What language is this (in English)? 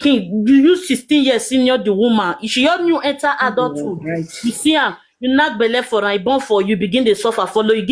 Nigerian Pidgin